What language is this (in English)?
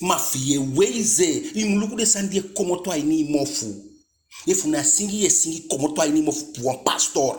Eastern Maroon Creole